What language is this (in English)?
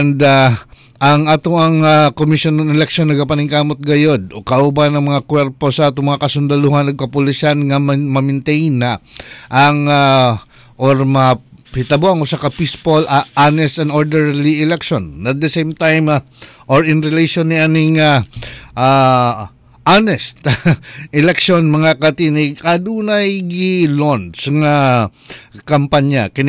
Cebuano